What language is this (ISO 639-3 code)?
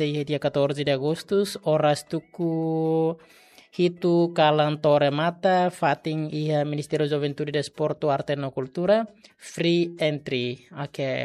tet